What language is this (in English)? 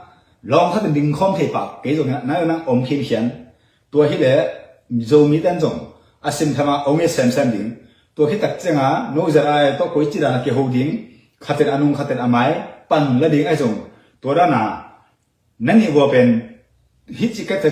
Tedim Chin